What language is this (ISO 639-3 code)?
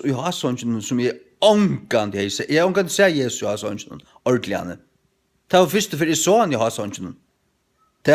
fao